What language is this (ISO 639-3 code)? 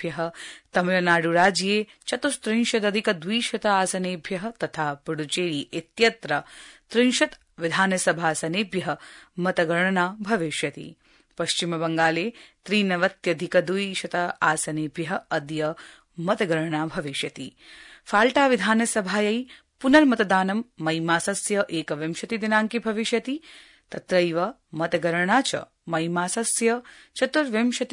san